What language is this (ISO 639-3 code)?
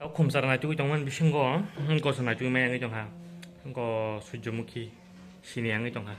trp